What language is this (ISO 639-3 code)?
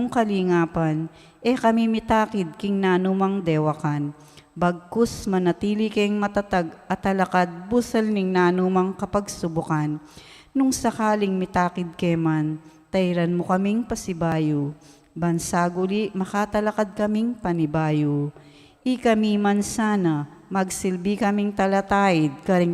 pam